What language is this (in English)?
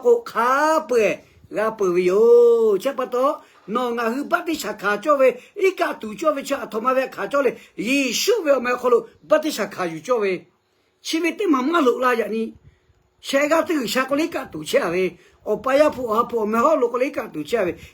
Lahu